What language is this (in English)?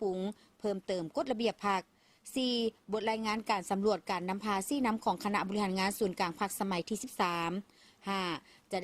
Lao